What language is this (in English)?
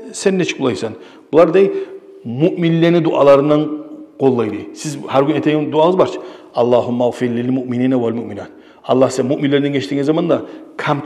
Kumyk